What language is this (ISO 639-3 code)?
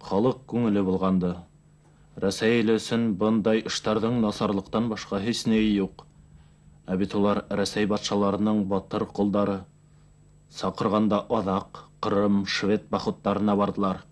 bak